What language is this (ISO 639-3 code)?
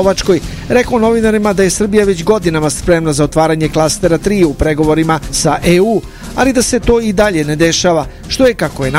srp